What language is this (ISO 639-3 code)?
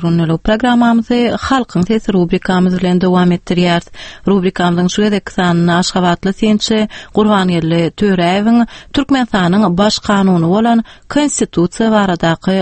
tuk